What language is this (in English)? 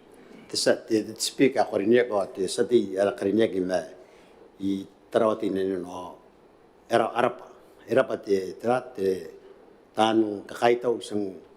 Gilbertese